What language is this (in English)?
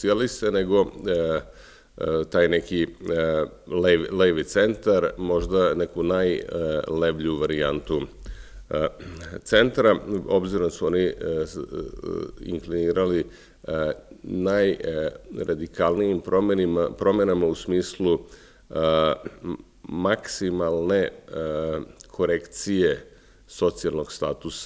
Serbian